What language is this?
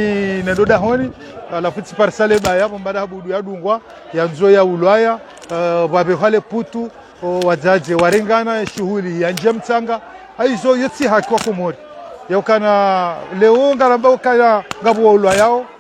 Ngazidja Comorian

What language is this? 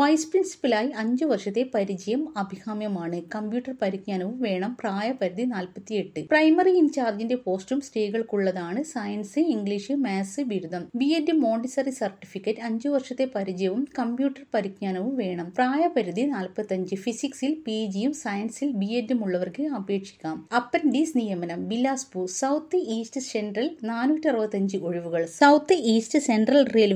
Malayalam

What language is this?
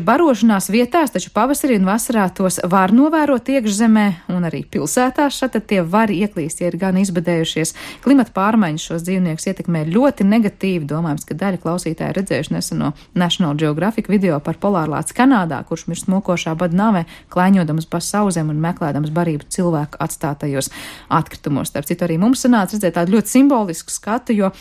Latvian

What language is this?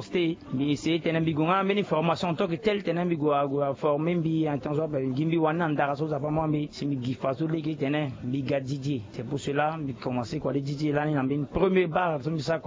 Sango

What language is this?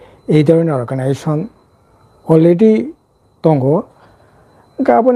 Kok Borok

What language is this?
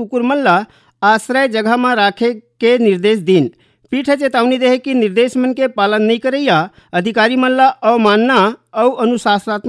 Chhattisgarhi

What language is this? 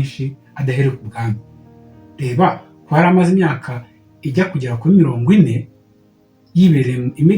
Kinyarwanda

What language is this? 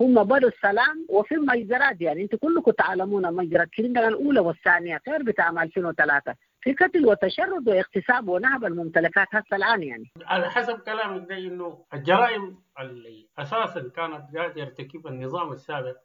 Sudanese Arabic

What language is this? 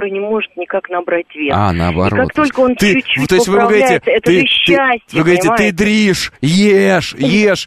Russian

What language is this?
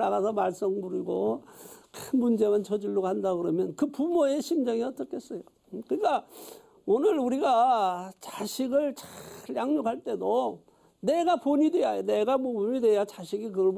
Korean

